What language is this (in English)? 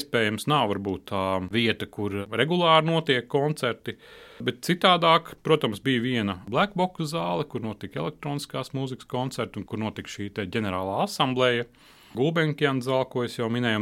Latvian